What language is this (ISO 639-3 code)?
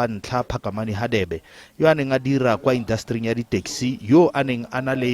tsn